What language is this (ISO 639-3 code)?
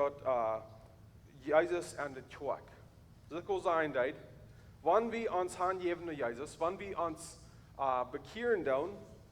pdt